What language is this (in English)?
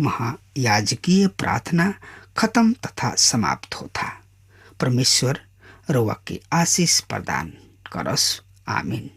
Bhojpuri